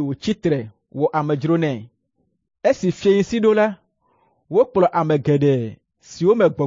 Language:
Ewe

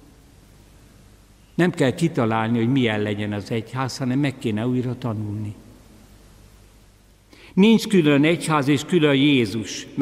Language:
Hungarian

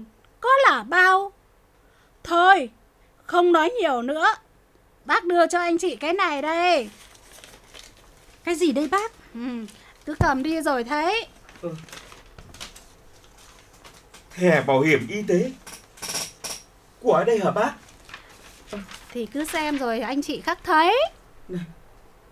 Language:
Vietnamese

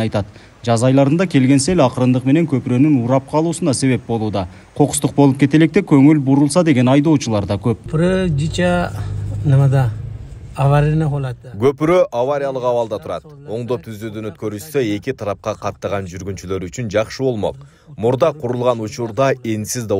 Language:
Kyrgyz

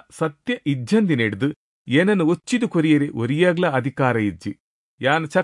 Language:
Tulu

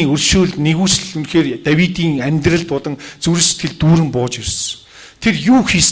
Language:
Mongolian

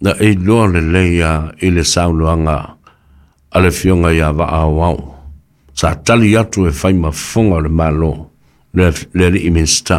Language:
Samoan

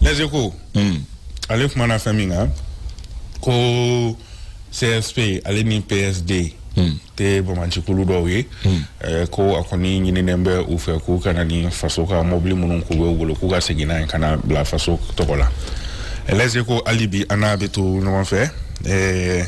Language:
Bambara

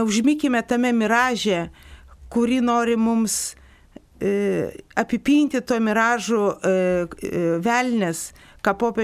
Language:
Lithuanian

